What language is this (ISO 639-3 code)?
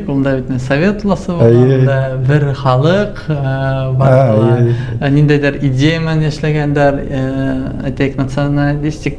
bak